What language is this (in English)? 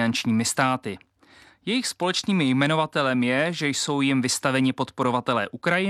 Czech